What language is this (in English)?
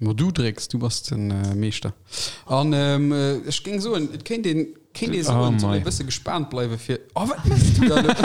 Luxembourgish